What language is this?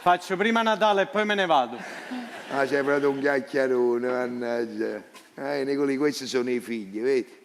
Neapolitan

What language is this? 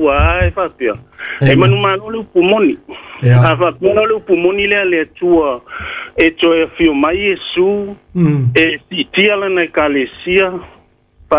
Samoan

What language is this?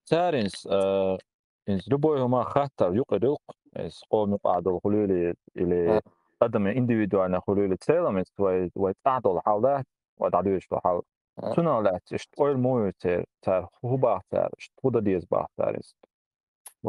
Chechen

